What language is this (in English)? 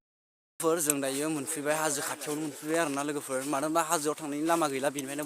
Bodo